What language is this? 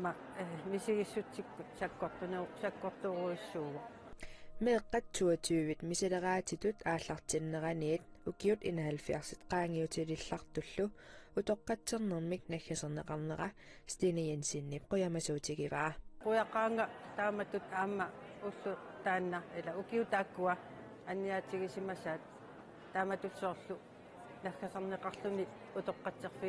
Kalaallisut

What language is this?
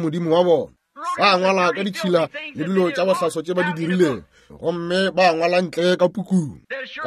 Northern Sotho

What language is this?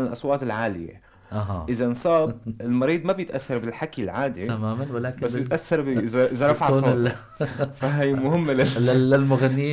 North Levantine Arabic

